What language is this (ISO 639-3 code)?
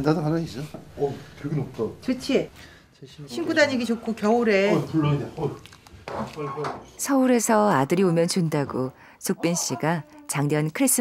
kor